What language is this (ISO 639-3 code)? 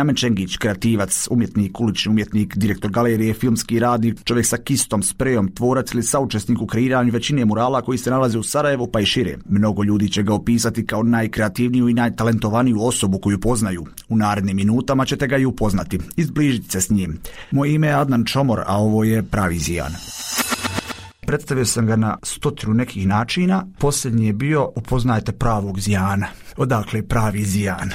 bos